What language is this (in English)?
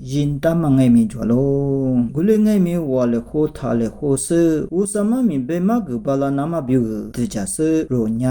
Lisu